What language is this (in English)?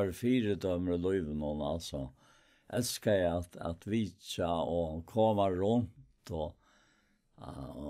Faroese